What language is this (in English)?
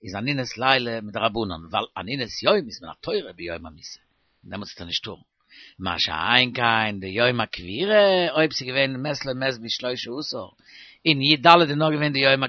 Yiddish